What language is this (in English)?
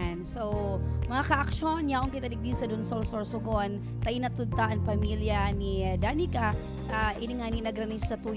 Bikol